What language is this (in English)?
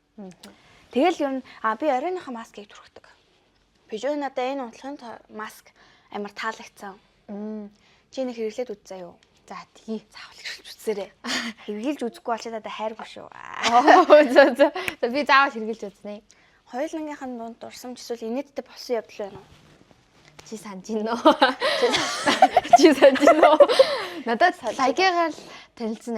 Mongolian